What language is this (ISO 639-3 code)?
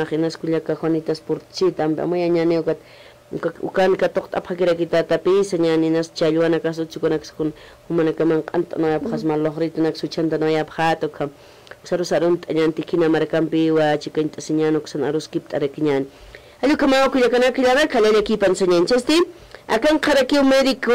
aym